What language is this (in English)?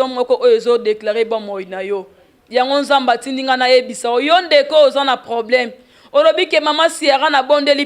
Lingala